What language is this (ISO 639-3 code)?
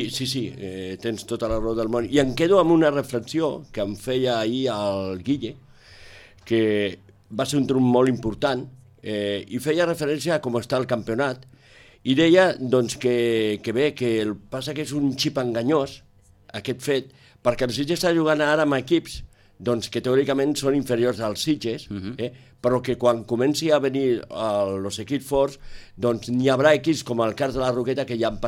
cat